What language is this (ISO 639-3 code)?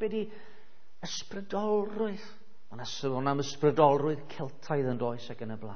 cym